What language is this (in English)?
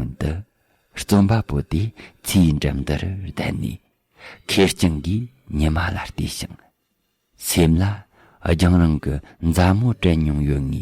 Tibetan